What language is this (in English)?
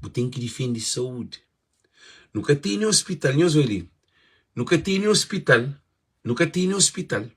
Kabuverdianu